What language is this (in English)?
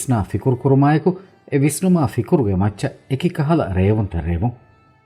Divehi